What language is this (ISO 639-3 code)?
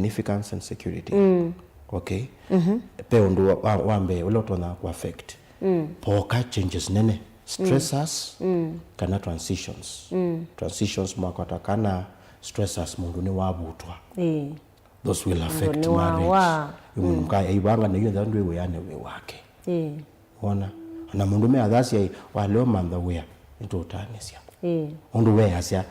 kam